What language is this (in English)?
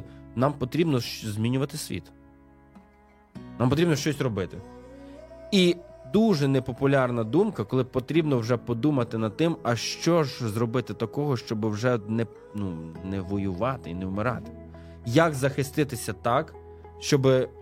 Ukrainian